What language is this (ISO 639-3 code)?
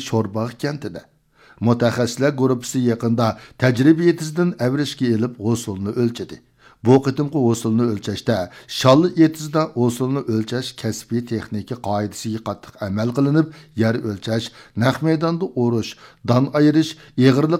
uig